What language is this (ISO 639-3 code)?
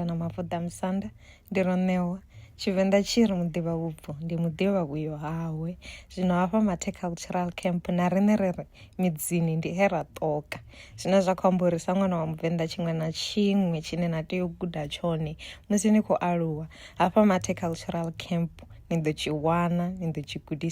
ven